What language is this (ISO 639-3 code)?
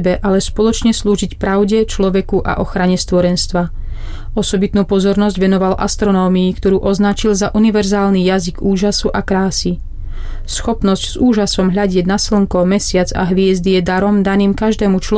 slk